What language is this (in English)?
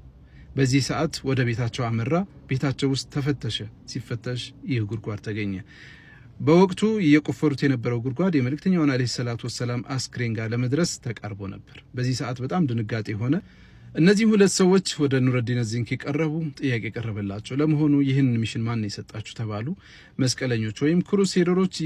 Amharic